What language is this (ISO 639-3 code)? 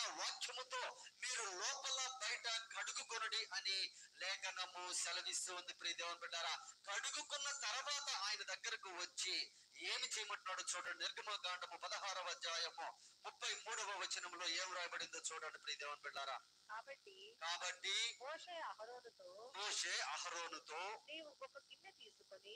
tel